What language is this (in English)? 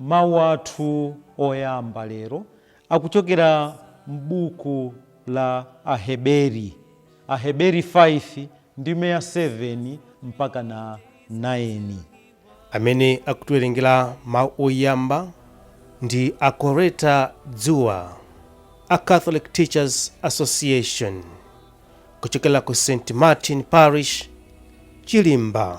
Nyanja